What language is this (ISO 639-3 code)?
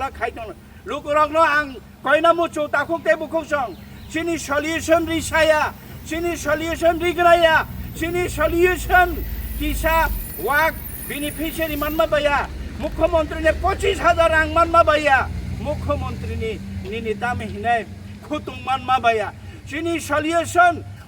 trp